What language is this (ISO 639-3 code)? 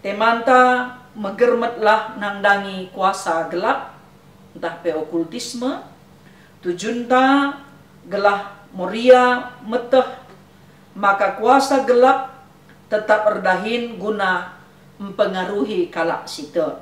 btx